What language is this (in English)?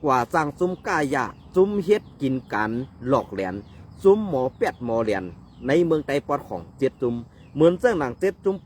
Shan